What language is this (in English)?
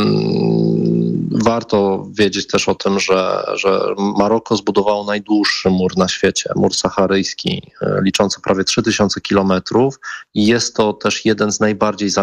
Polish